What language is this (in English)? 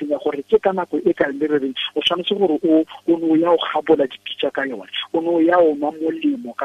Tswana